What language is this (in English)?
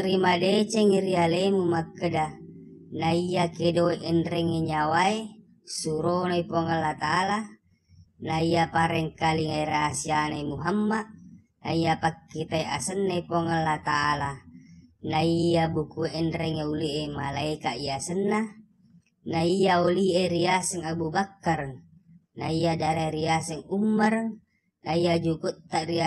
Buginese